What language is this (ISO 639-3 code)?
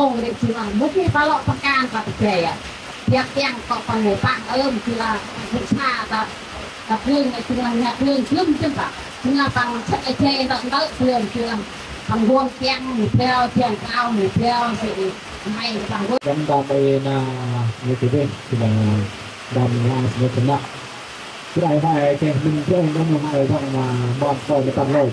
cmo